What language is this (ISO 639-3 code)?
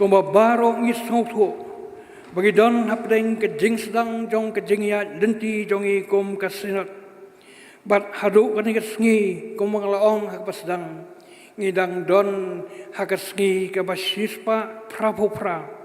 kha